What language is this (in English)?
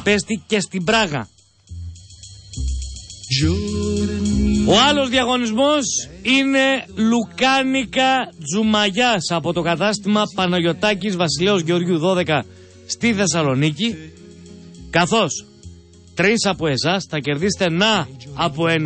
Greek